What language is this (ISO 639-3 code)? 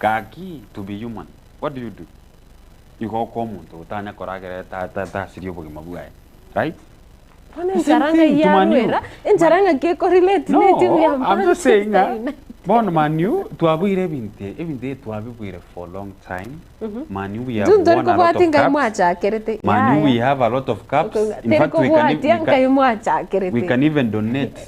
guz